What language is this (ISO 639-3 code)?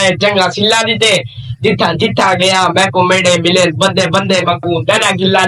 skr